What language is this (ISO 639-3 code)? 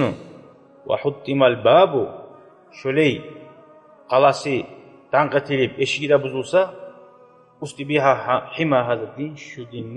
kum